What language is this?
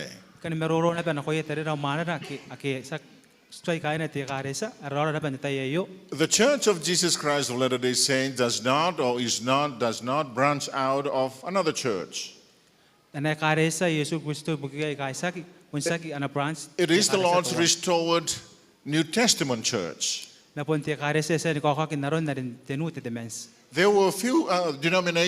Gilbertese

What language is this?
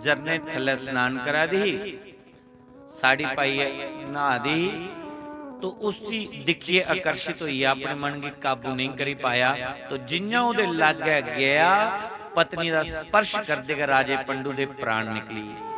Dogri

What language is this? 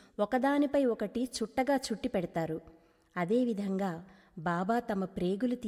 Telugu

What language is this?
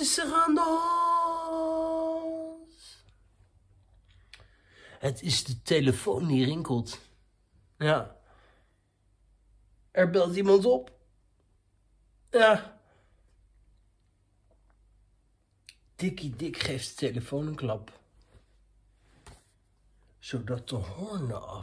Dutch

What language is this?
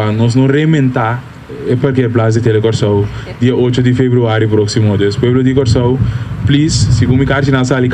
Papiamento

